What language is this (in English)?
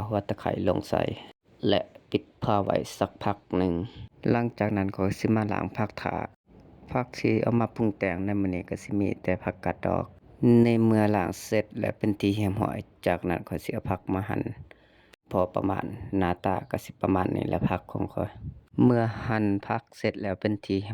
Lao